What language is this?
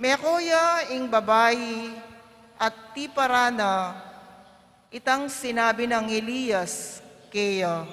Pampanga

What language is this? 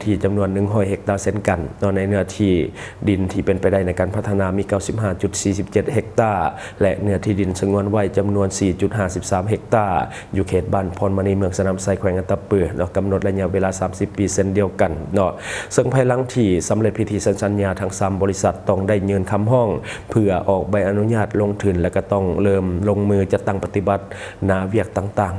Lao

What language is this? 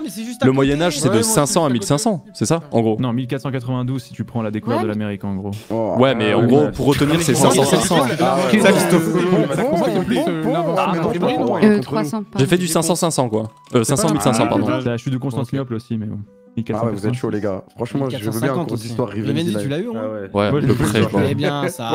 French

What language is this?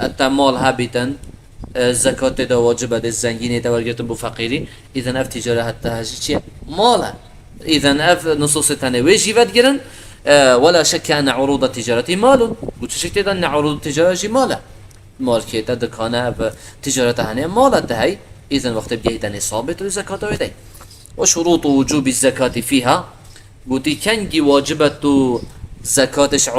Kurdish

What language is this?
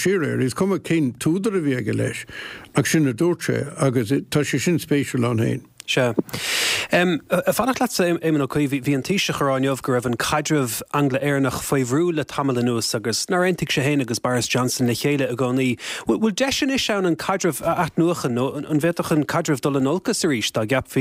Irish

